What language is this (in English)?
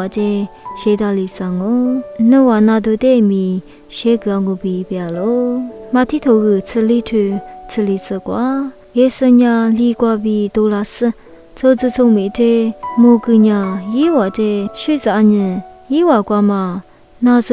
Lisu